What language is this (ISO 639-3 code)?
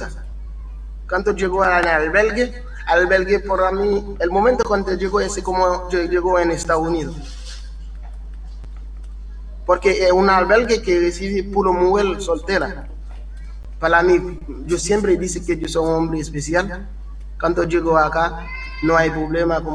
spa